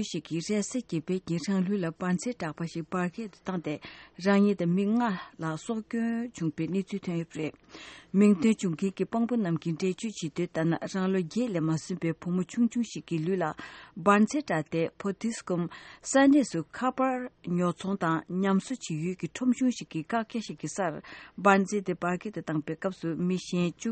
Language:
Tibetan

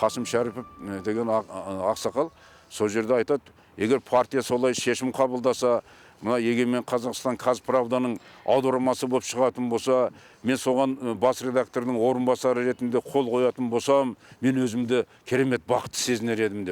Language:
Kazakh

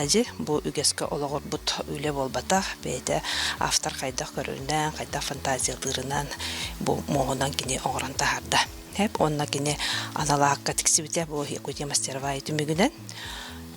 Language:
Yakut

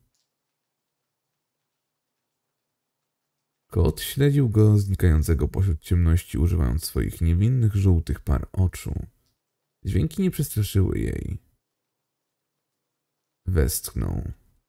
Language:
Polish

